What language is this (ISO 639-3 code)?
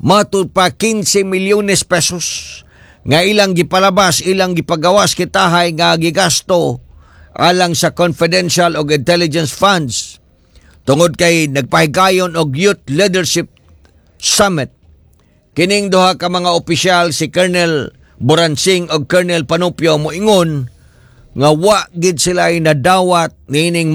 ceb